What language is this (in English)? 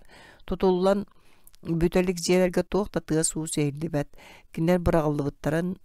Yakut